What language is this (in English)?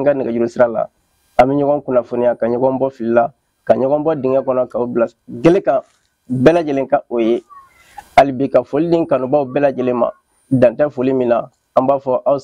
Bambara